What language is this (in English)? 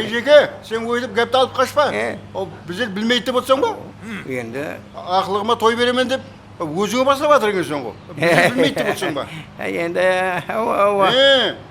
Kara-Kalpak